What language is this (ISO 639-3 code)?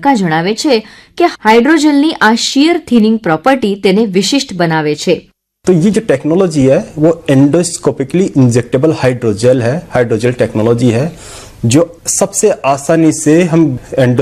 guj